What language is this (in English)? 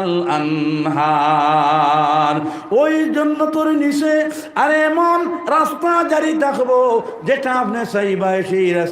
Sylheti